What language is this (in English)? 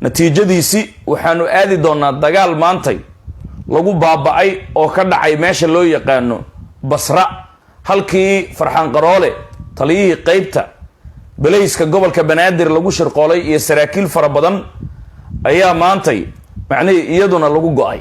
Somali